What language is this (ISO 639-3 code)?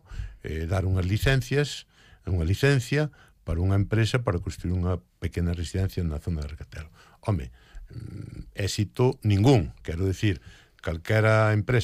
glg